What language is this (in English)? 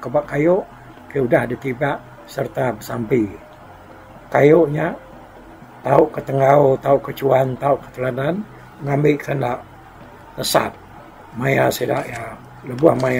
Iban